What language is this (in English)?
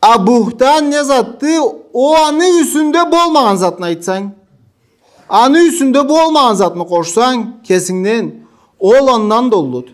Karachay-Balkar